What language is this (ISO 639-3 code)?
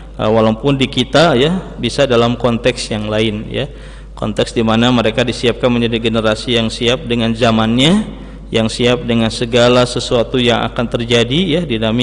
ind